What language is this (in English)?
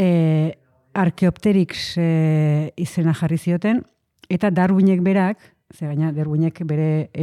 Basque